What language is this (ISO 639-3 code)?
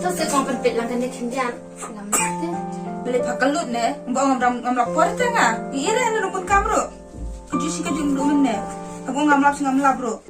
kha